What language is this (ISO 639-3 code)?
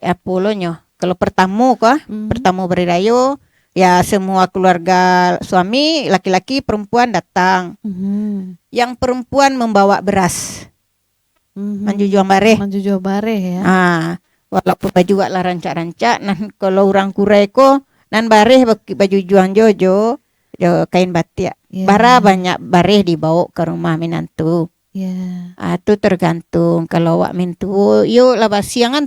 min